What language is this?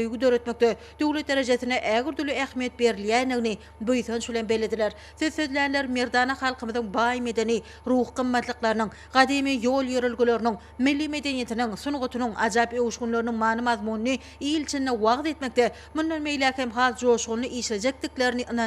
Turkmen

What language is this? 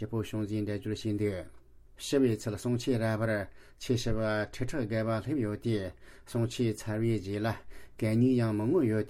Tibetan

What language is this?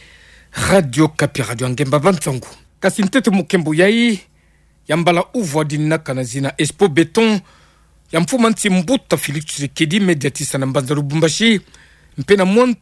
Kituba (Democratic Republic of Congo)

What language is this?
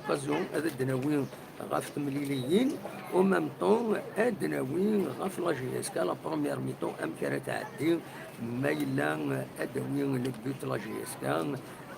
Kabyle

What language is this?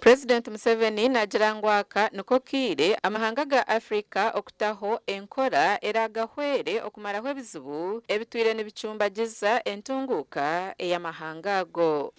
Nyankole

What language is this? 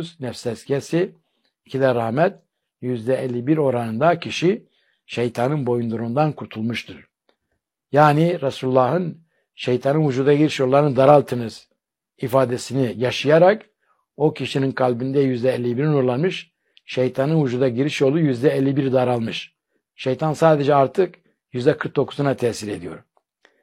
Turkish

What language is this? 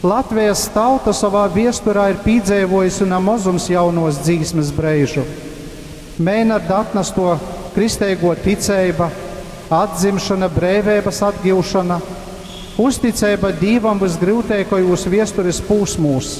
Latgalian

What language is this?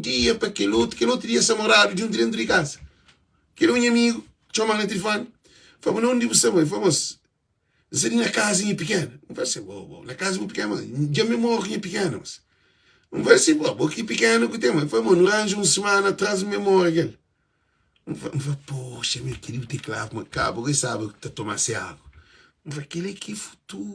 Kabuverdianu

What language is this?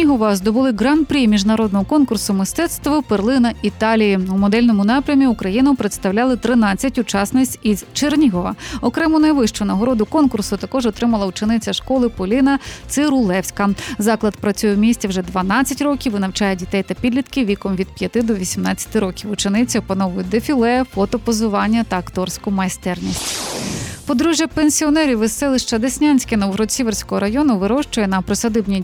Ukrainian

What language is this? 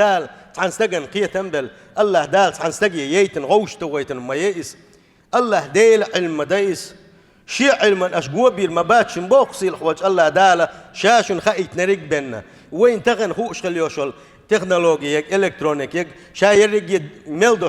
Chechen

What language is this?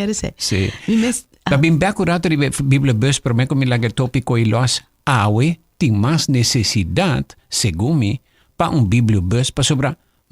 Papiamento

